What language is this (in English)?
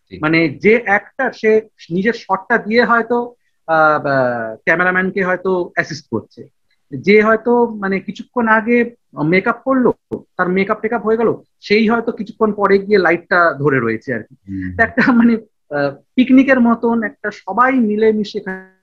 Bangla